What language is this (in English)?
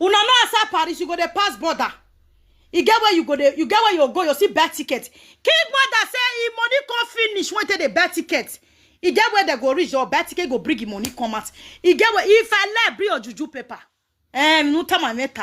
Nigerian Pidgin